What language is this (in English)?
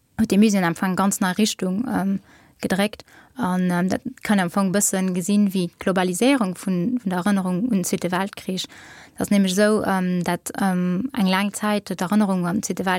Luxembourgish